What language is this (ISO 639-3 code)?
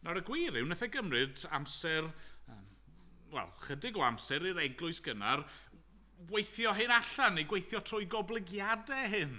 cym